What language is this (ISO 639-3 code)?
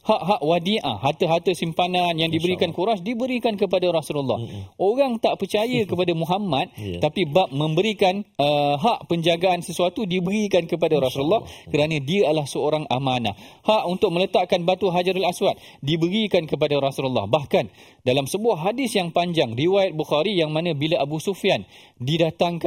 msa